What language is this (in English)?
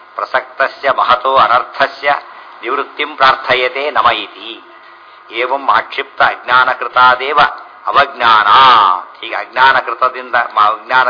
Kannada